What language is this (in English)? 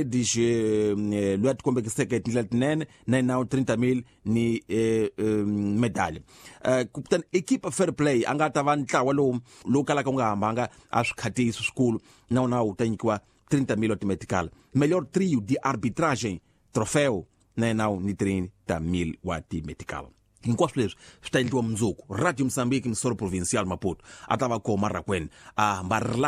Tsonga